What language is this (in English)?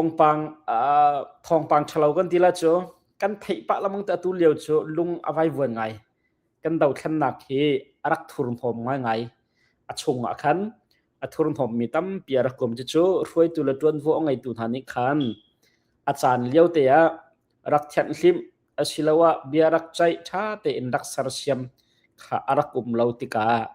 Hakha Chin